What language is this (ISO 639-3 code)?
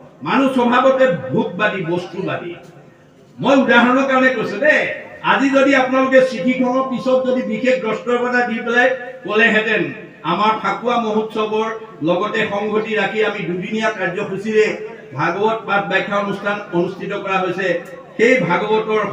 asm